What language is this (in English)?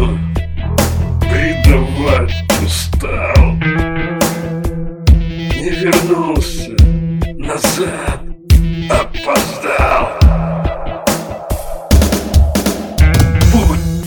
Russian